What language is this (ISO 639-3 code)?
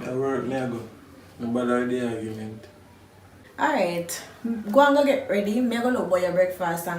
jam